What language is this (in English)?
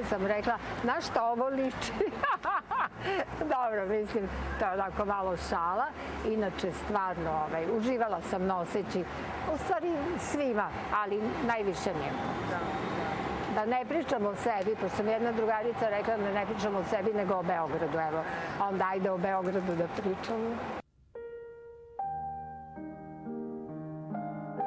Serbian